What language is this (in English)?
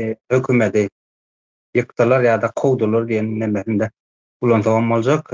Turkmen